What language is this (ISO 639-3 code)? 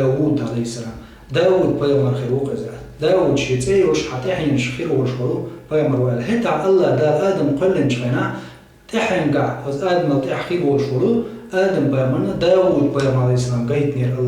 che